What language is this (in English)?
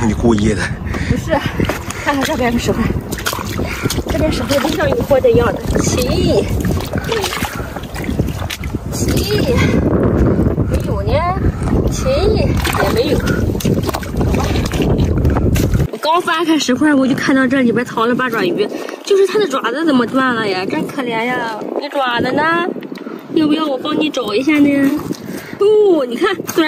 Chinese